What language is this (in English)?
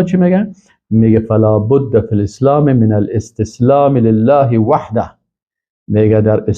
Persian